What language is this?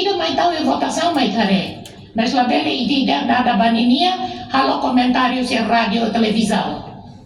Tetum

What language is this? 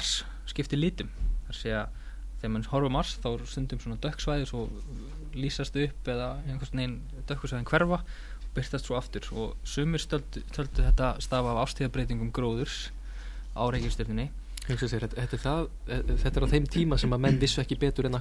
Icelandic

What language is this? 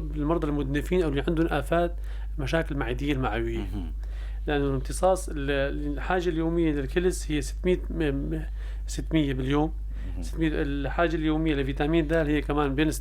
North Levantine Arabic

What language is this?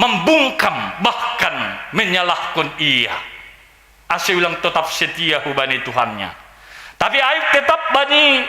Batak Simalungun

